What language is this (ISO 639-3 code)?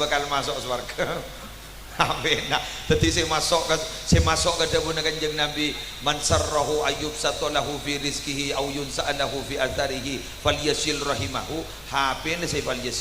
mad